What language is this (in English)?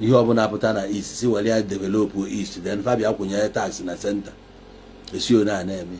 Igbo